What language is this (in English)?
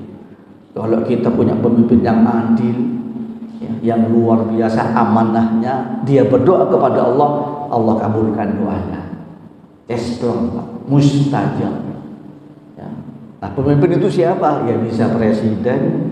Indonesian